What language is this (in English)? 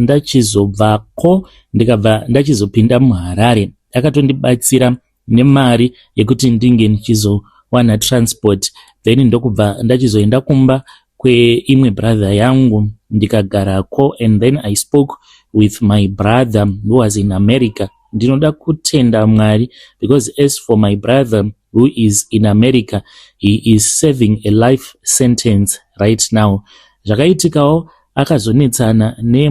Shona